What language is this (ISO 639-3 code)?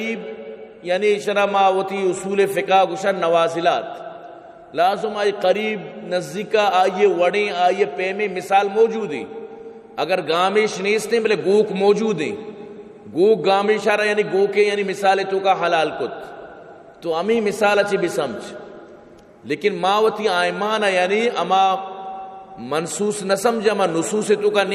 bal